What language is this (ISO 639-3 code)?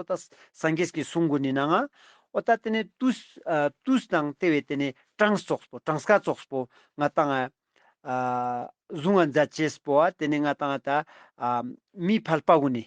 lbj